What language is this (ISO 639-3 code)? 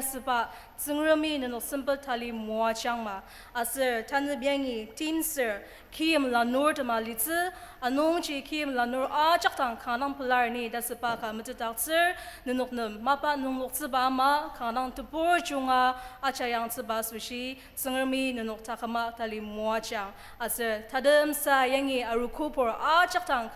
njo